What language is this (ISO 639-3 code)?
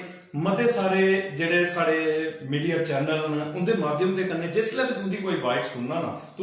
doi